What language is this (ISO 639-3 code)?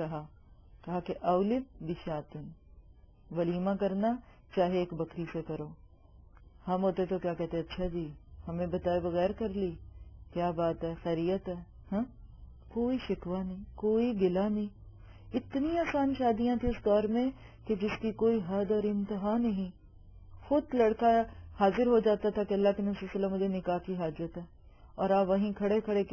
urd